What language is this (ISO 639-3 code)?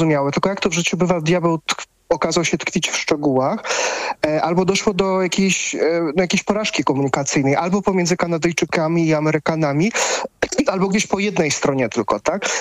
pol